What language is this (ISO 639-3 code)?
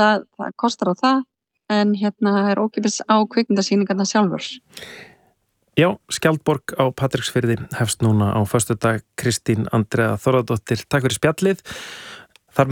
isl